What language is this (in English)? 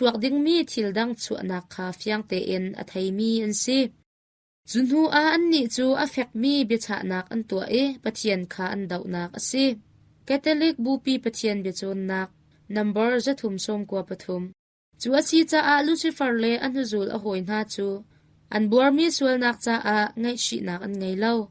Hakha Chin